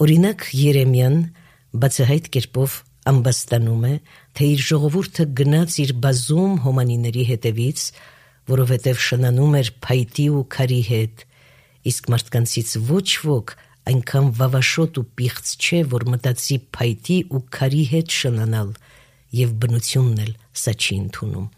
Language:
Armenian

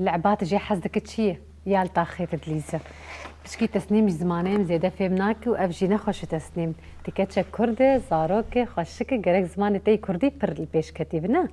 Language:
Kurdish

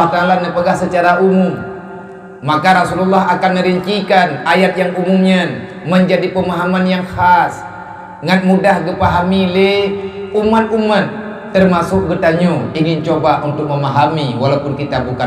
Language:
Achinese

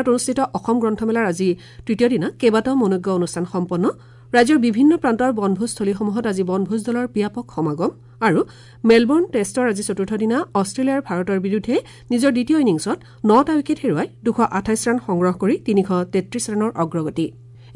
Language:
Assamese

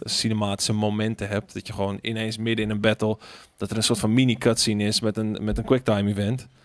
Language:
Dutch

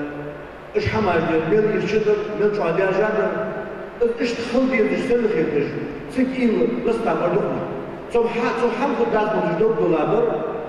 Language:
Ingush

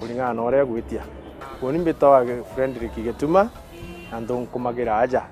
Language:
Meru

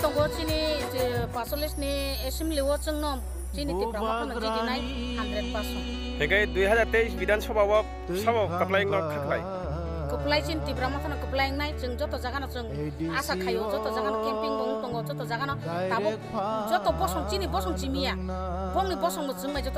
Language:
Kok Borok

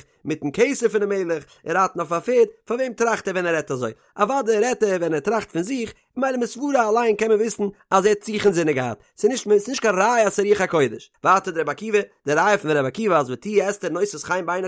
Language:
Yiddish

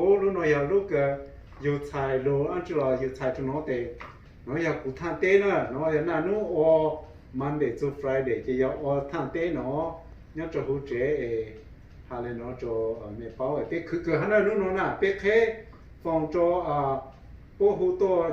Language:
Hmong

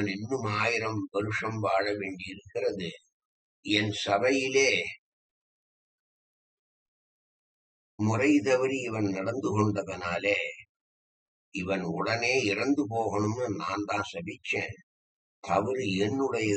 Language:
Tamil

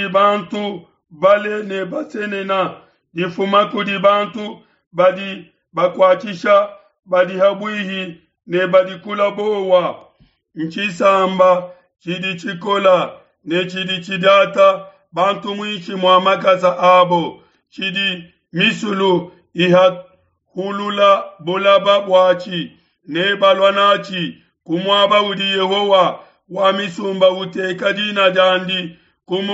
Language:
Luba-Lulua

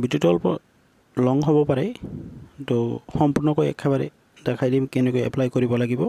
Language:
Assamese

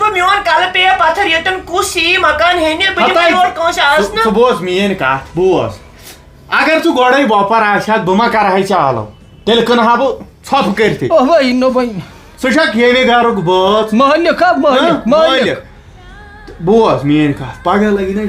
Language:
Kashmiri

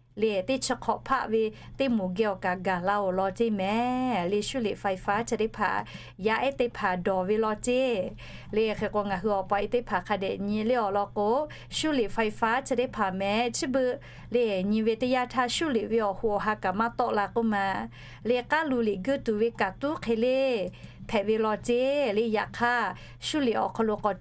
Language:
Lahu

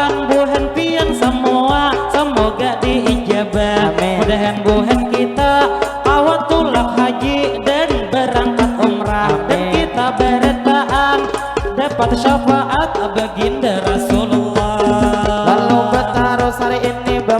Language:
Banjar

